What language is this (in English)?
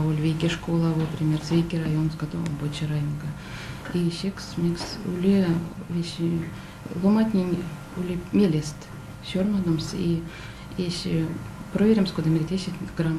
Erzya